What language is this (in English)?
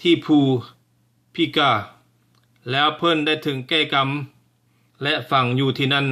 Lao